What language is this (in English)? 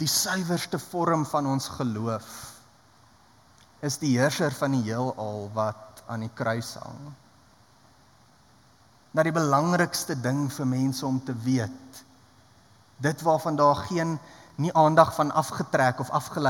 Afrikaans